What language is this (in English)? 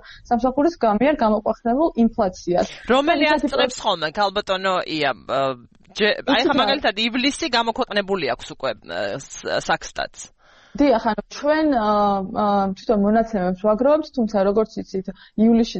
Georgian